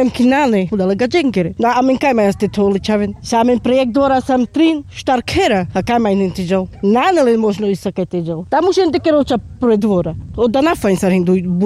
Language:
Carpathian Romani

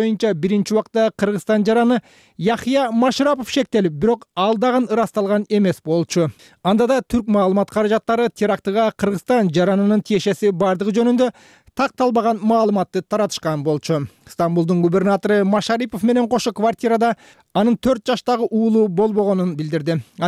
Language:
Kyrgyz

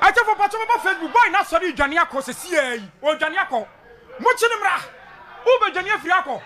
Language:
Akan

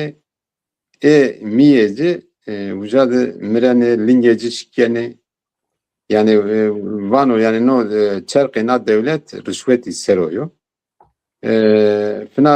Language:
Zaza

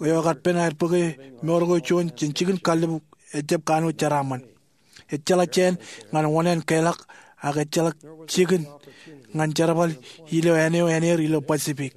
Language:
Marshallese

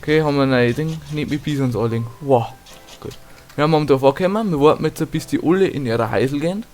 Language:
Bavarian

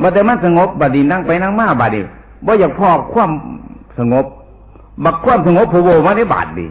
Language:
Northeastern Thai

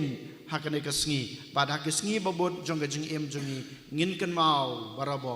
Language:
Khasi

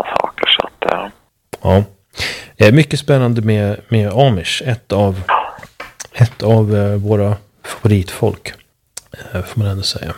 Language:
Swedish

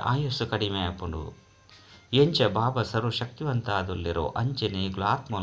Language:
Tulu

